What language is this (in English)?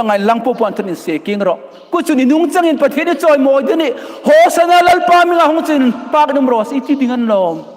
Hmar